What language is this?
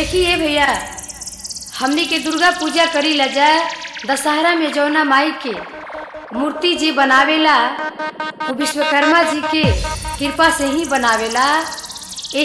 Bhojpuri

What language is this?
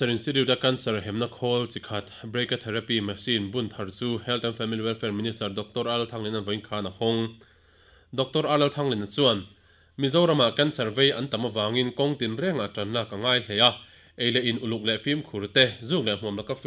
Mizo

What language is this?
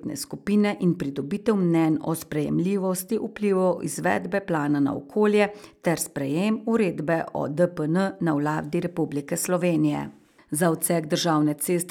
Slovenian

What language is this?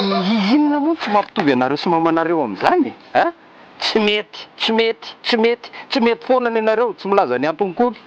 Malagasy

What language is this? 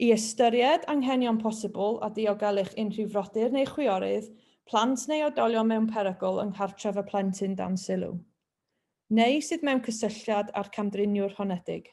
Welsh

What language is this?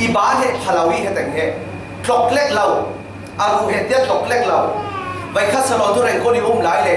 Falam Chin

